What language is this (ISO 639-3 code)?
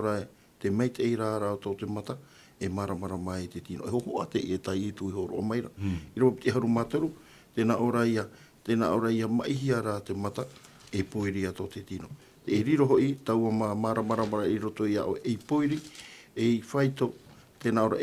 tah